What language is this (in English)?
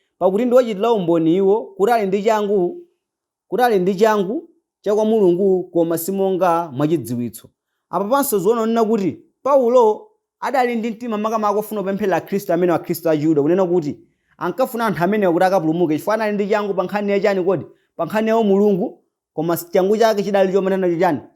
Nyanja